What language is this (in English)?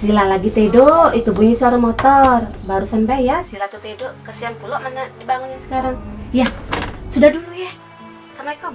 Musi